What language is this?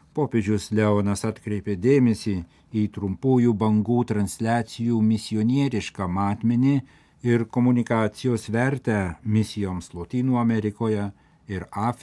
Lithuanian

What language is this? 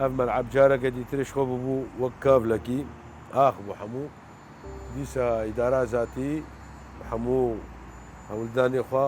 Kurdish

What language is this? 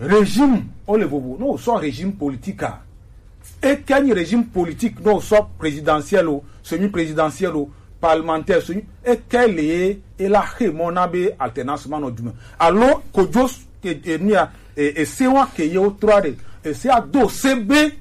Gen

